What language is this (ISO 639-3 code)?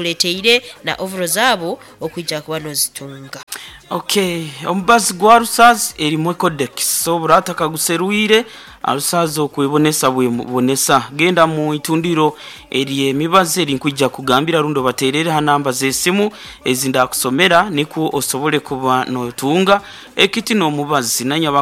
nyo